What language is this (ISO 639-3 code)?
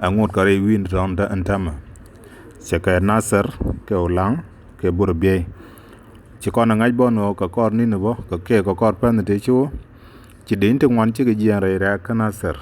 nus